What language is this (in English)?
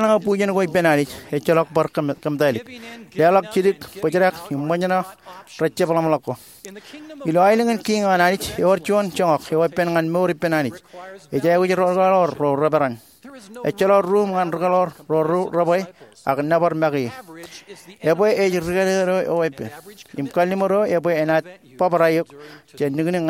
Marshallese